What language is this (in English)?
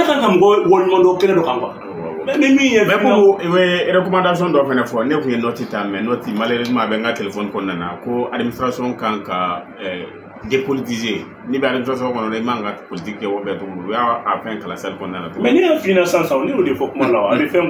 Bambara